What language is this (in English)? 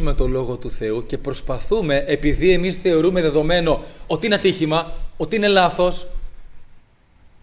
Greek